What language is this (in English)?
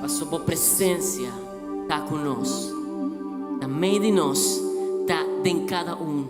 Papiamento